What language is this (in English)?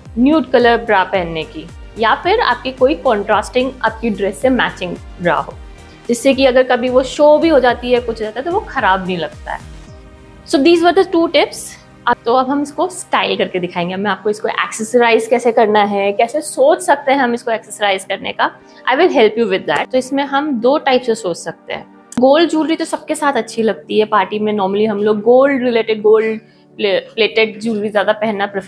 Hindi